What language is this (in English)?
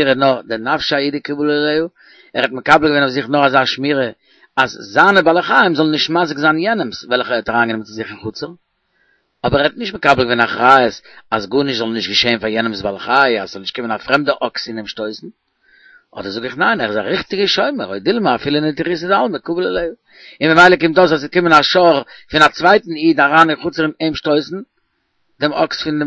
Yiddish